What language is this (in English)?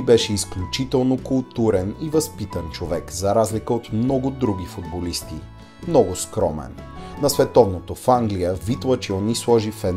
Bulgarian